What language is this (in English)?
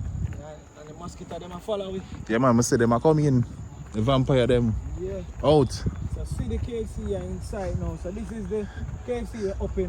Jamaican Creole English